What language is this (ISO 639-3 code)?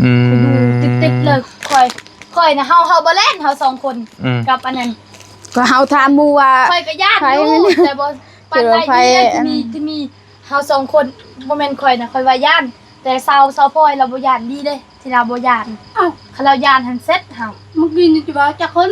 tts